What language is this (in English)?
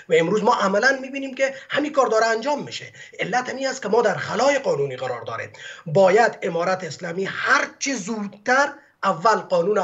Persian